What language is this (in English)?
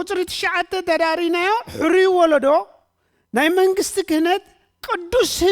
Tigrinya